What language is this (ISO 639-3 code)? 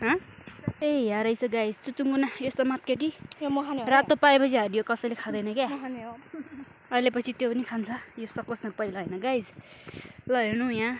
nep